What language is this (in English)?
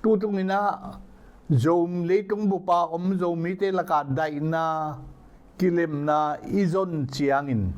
Tedim Chin